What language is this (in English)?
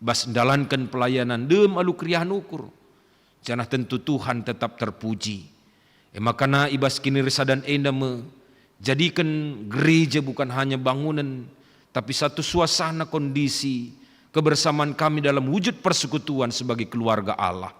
Batak Karo